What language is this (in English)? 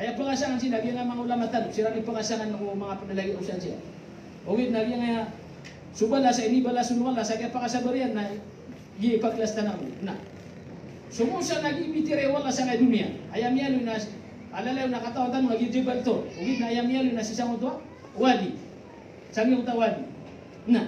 Maranao